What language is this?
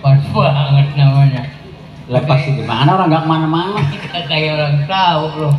Betawi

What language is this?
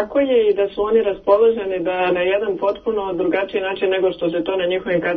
Serbian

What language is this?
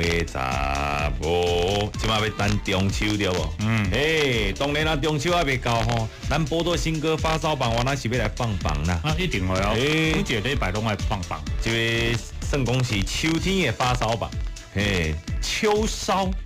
Min Nan Chinese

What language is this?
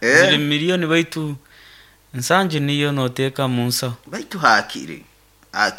Nyoro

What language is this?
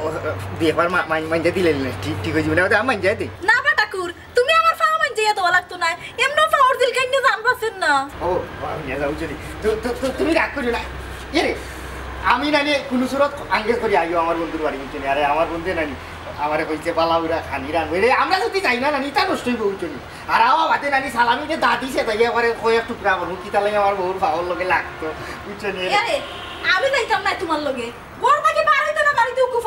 Sylheti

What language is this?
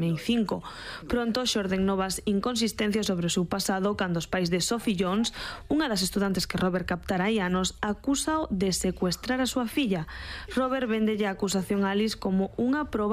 Galician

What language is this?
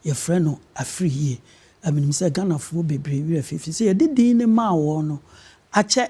Akan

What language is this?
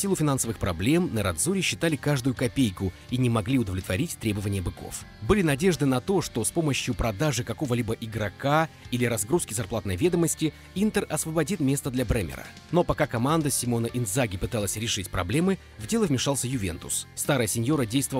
Russian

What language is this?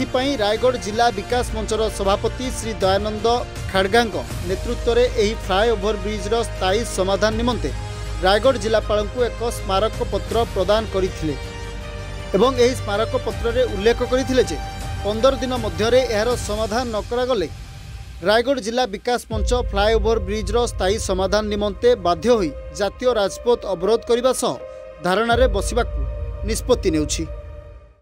Odia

